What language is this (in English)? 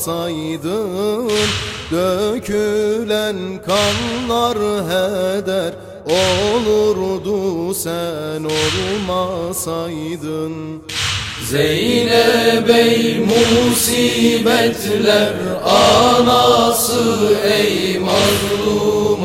Turkish